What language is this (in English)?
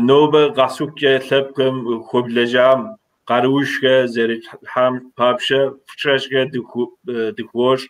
Kabardian